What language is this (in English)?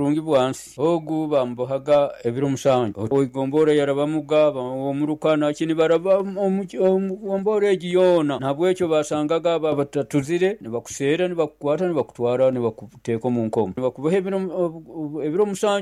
Nyoro